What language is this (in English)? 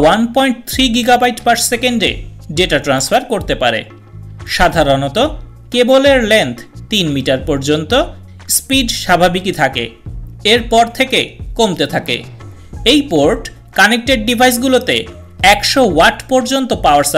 Bangla